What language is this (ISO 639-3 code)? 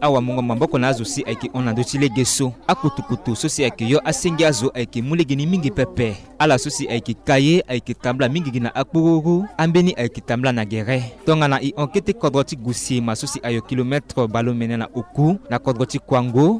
sag